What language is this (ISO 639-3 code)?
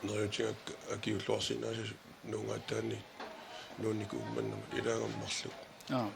kal